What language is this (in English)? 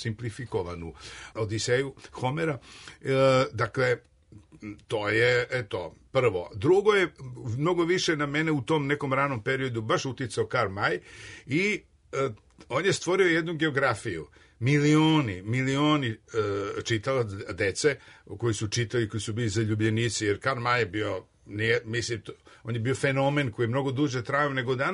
Serbian